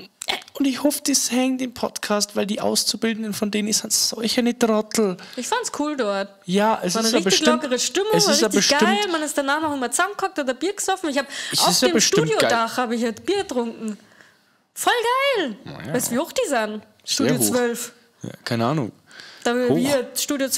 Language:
Bavarian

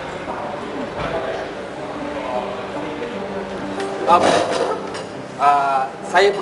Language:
Malay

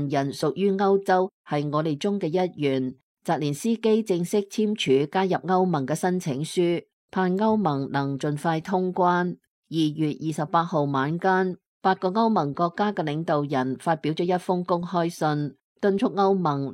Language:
Cantonese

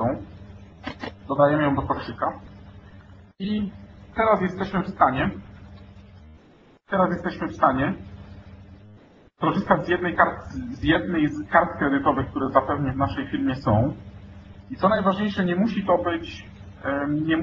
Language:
Polish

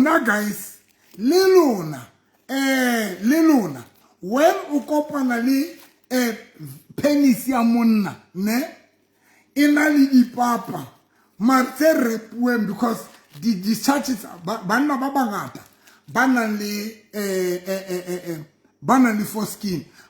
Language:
Southern Sotho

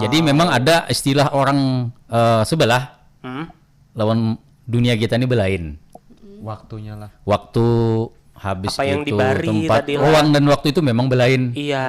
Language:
Banjar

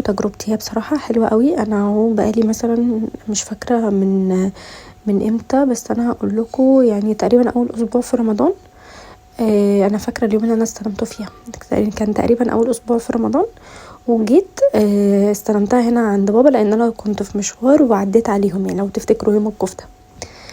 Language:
Egyptian Arabic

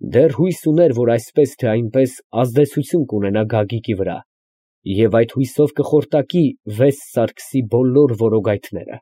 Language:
Armenian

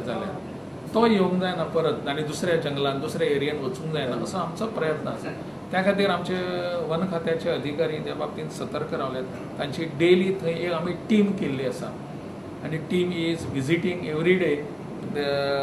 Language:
Konkani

